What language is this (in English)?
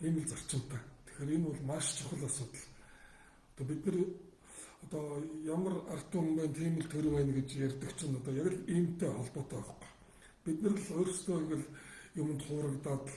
Mongolian